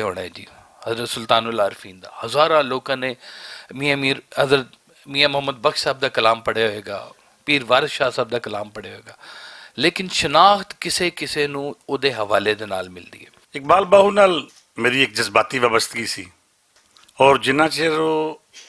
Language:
Western Panjabi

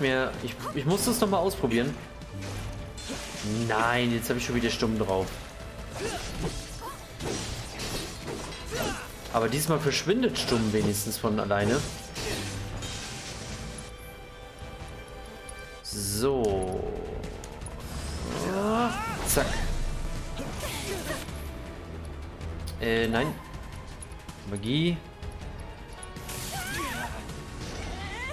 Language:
German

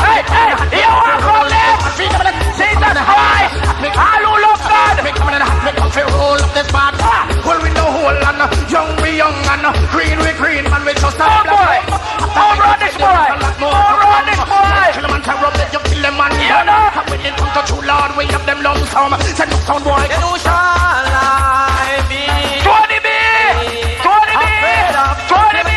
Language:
Jamaican Creole English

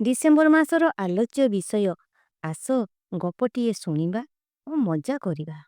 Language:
Odia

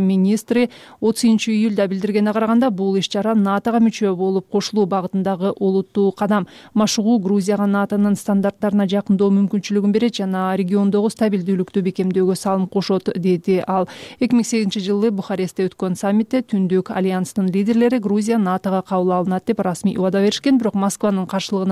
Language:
Kyrgyz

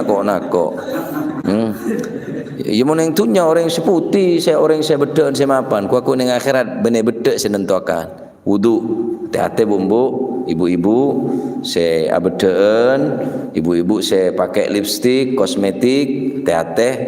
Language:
Madurese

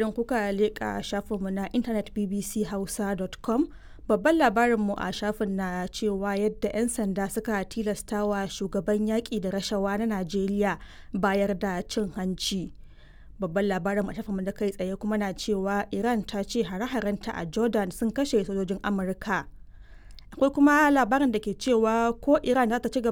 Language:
Hausa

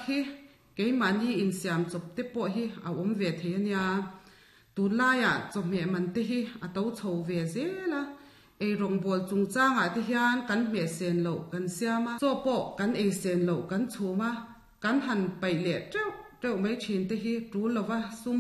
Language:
Mizo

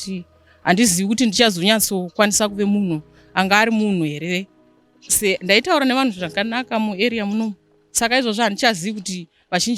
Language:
Shona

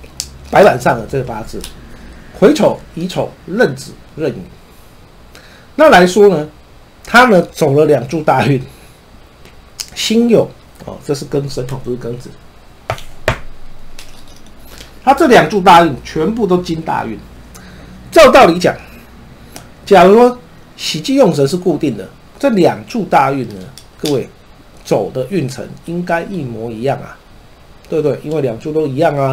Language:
Chinese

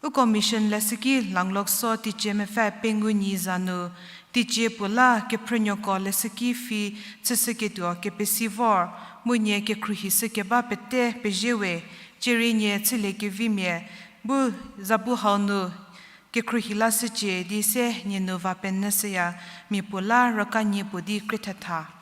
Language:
Angami Naga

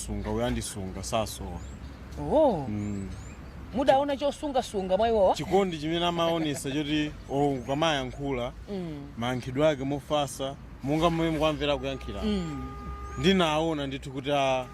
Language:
Nyanja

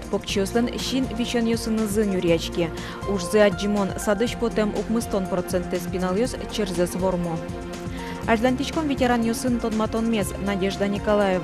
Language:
Udmurt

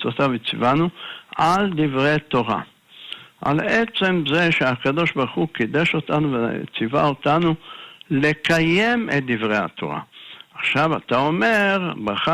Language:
Hebrew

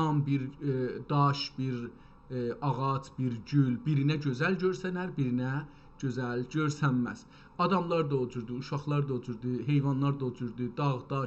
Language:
South Azerbaijani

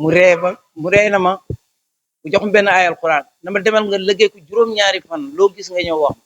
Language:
Wolof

